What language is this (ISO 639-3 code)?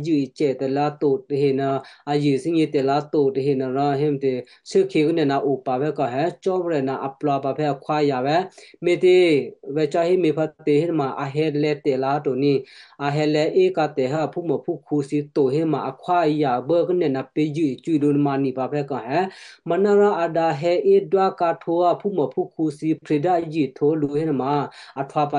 kyu